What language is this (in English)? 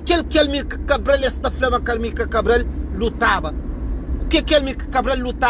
Kabuverdianu